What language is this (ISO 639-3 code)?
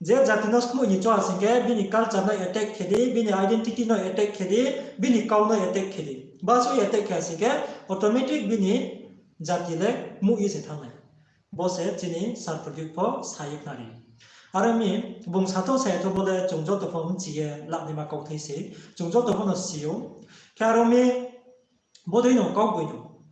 ria